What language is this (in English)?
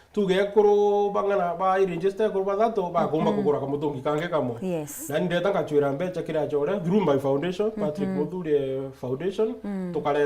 Meru